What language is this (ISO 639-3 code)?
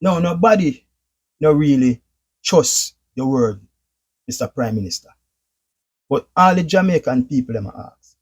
jam